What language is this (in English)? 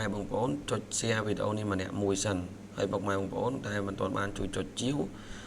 Khmer